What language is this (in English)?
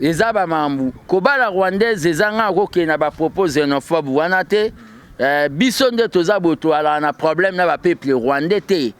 Lingala